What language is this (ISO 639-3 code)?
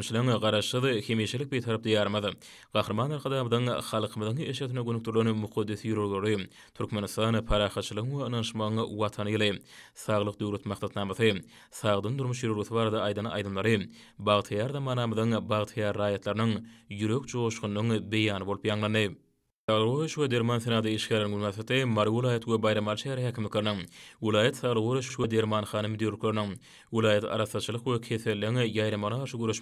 tuk